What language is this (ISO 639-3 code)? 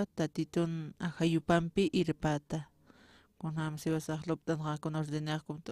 aym